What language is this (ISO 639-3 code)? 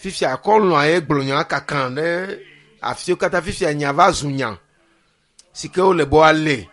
ewe